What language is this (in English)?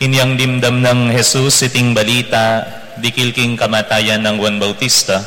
Pampanga